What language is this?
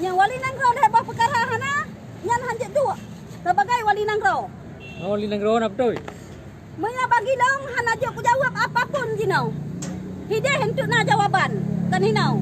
Achinese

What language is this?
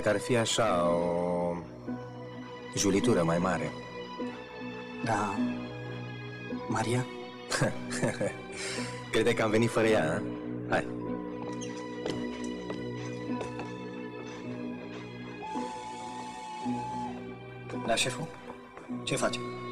Romanian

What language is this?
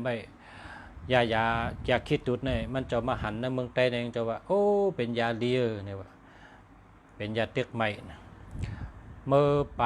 Shan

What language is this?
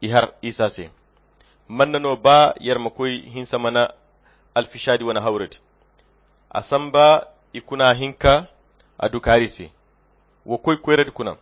Koyra Chiini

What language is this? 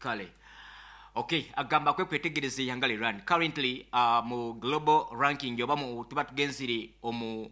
Nyankole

